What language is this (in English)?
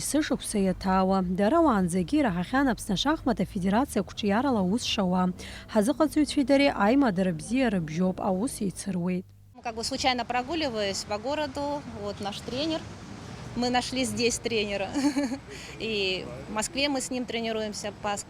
Abkhazian